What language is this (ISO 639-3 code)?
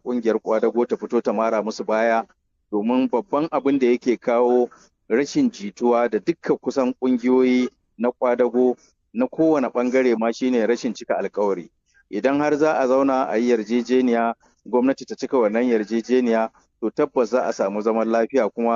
hau